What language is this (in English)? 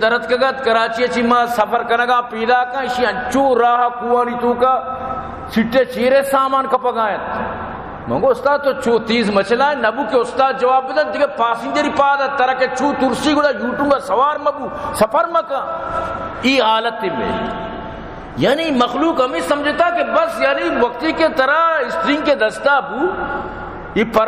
Baluchi